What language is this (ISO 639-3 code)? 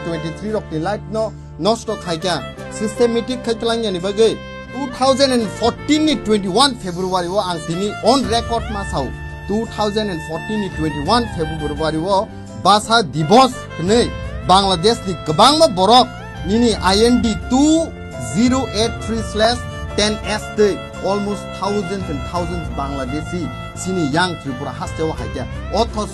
trp